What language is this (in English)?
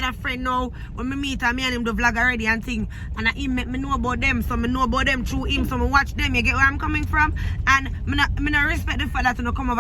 Jamaican Creole English